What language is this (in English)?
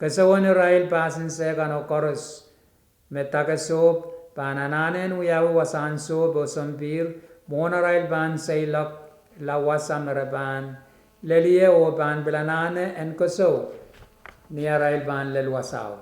Pohnpeian